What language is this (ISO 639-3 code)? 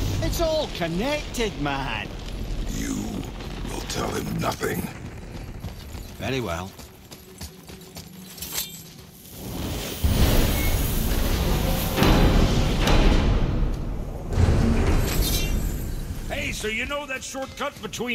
eng